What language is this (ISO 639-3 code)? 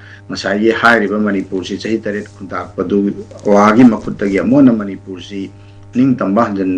mni